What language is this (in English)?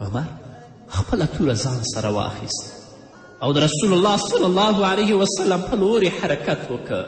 Pashto